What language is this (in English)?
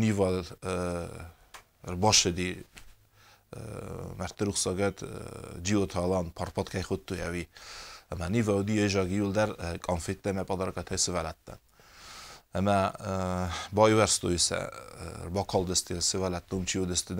Ossetic